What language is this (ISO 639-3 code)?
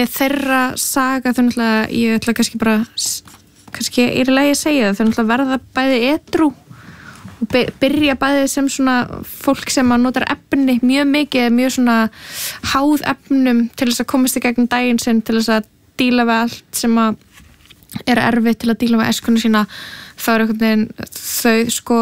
isl